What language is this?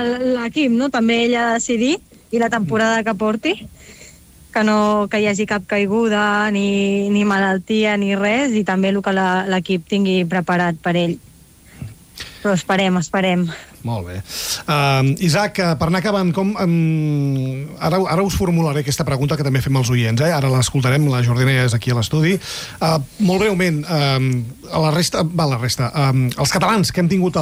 Catalan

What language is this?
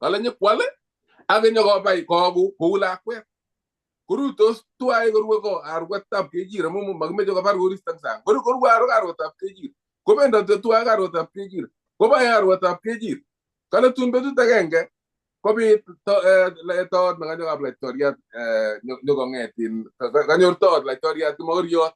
Kalenjin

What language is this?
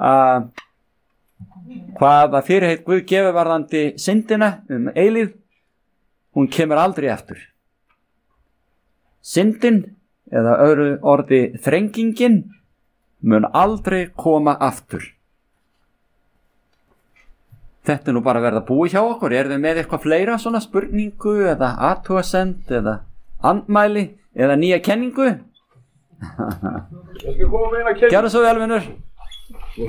Icelandic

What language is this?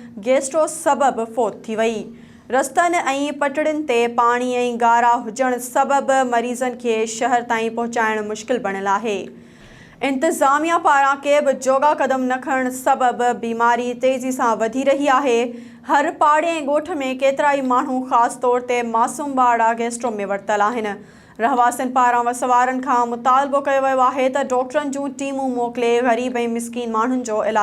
Sindhi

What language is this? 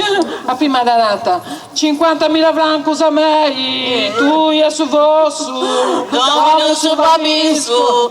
Sardinian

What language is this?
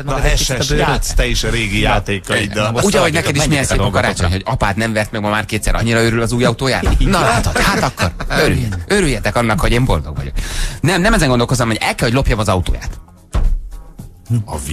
Hungarian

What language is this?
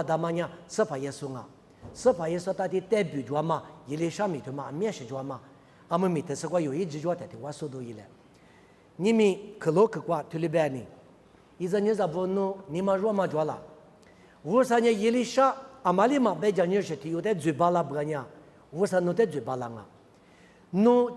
Lisu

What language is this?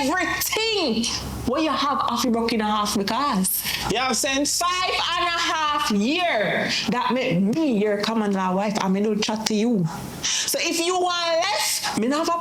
Jamaican Creole English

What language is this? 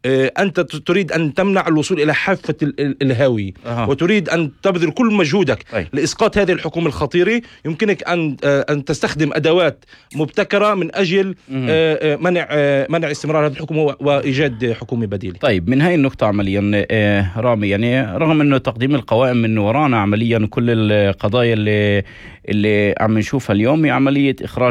North Levantine Arabic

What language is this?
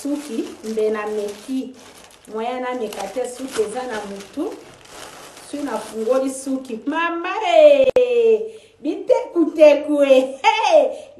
Lingala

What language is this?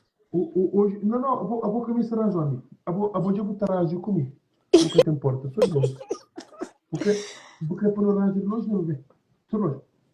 Kabuverdianu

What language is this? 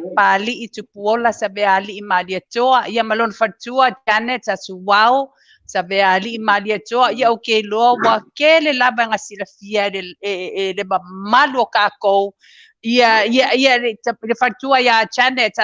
Samoan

